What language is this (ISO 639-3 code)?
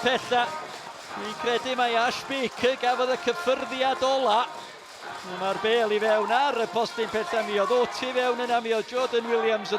cym